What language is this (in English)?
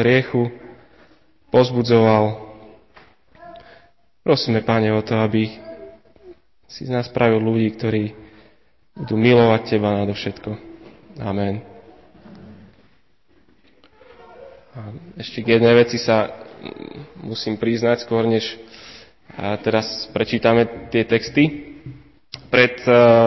Slovak